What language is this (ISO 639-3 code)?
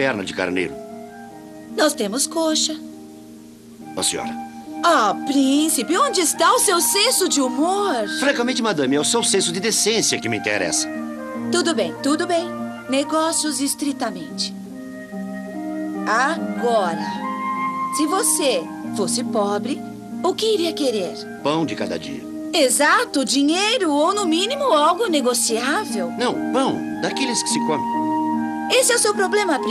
por